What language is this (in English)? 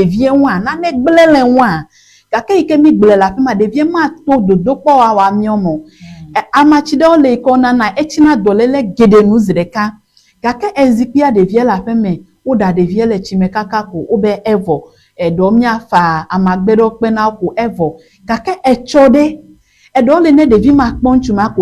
Ewe